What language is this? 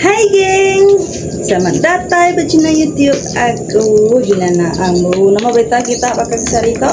Iban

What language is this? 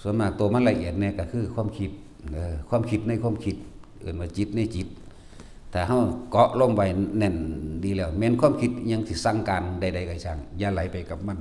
Northeastern Thai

